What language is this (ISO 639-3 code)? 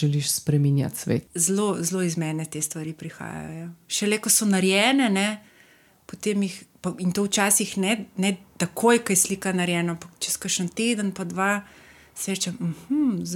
slv